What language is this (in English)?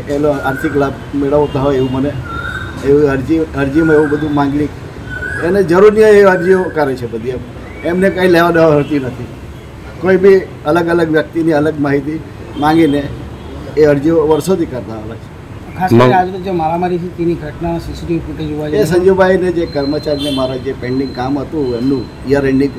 Gujarati